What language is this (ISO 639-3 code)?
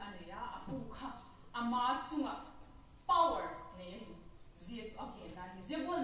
vap